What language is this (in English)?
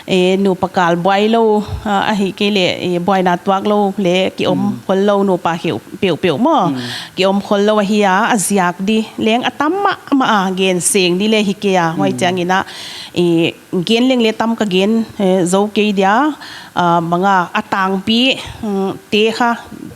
Paite Chin